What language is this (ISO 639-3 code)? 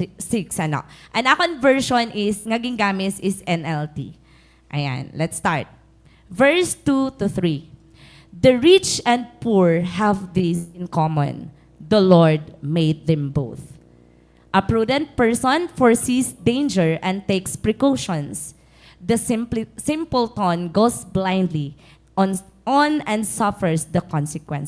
war